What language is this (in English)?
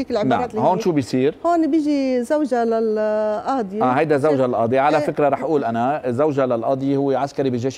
North Levantine Arabic